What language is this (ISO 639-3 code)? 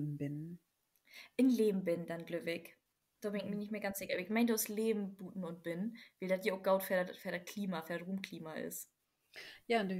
nds